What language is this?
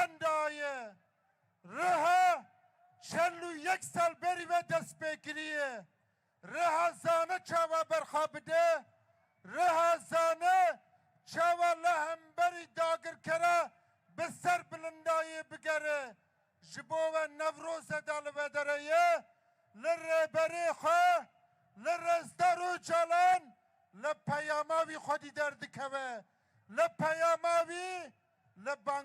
Kurdish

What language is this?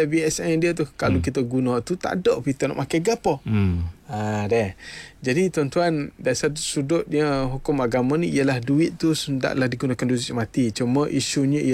Malay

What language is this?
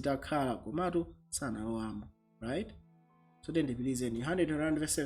Nyanja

